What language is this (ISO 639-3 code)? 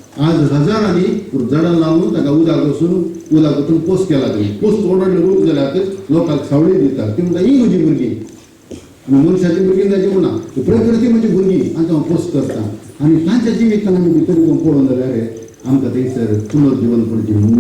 kok